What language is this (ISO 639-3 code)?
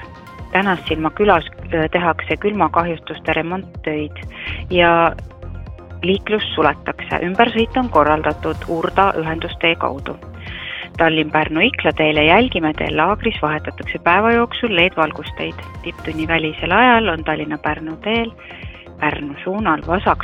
est